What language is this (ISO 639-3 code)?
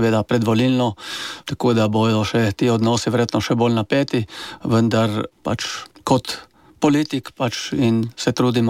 slv